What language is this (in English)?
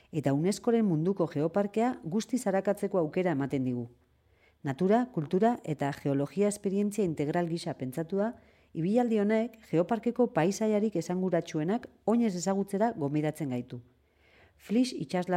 Basque